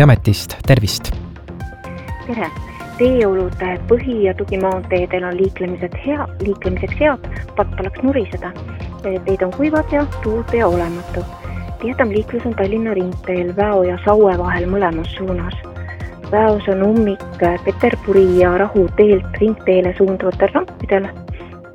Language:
Estonian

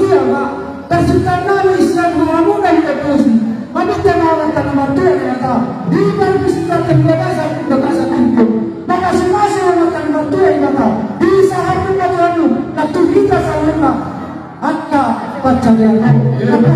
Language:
Batak Toba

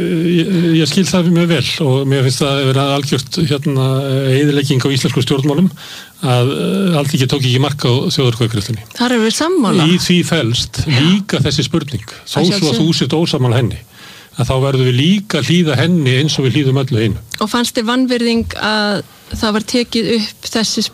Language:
Icelandic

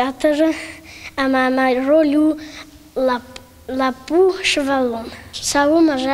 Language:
Ossetic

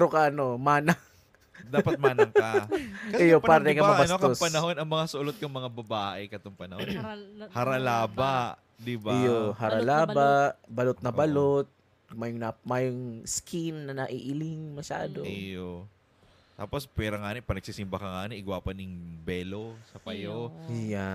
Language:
Bikol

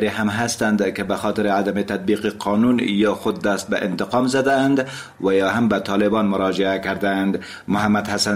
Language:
Persian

